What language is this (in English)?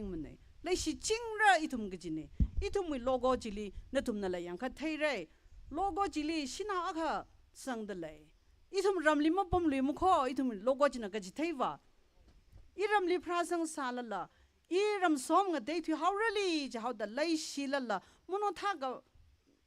Tangkhul Naga (India)